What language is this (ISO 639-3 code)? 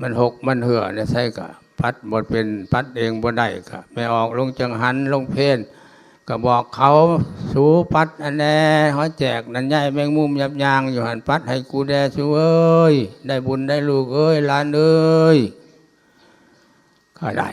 lao